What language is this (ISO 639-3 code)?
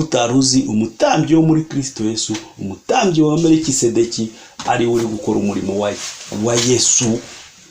kin